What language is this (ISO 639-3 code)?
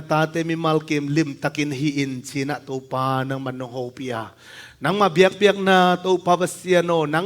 ctd